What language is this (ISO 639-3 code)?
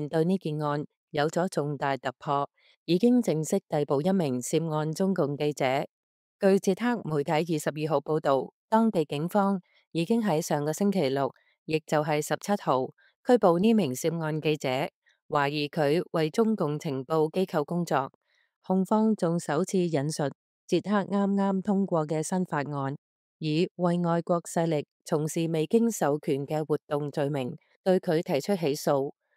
yue